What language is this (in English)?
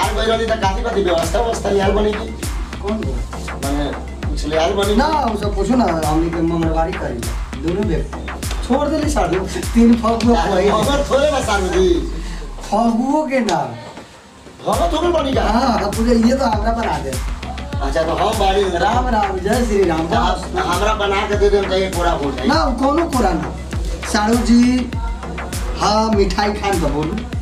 Bhojpuri